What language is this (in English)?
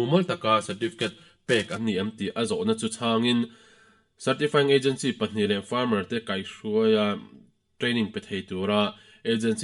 Mizo